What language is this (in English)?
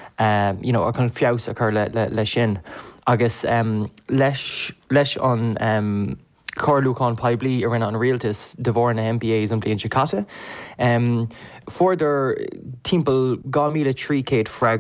Irish